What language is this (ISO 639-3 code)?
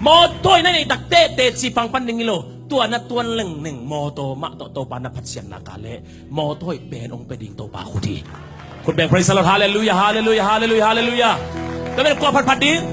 ctd